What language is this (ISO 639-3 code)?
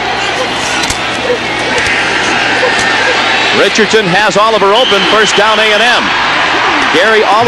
eng